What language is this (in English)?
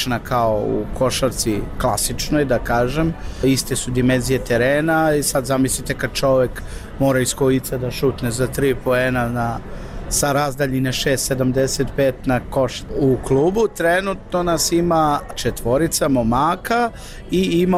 Serbian